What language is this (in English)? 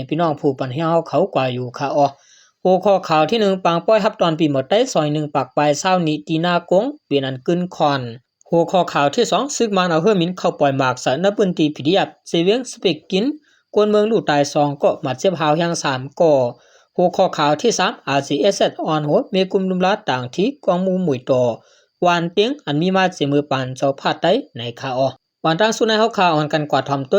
Shan